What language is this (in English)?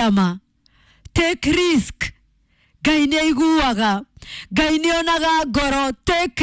Kikuyu